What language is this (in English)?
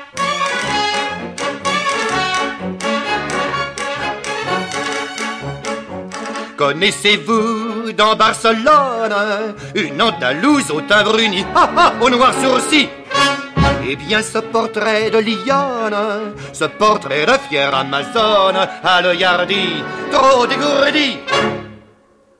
French